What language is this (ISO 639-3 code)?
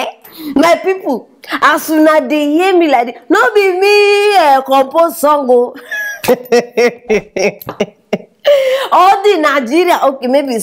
pcm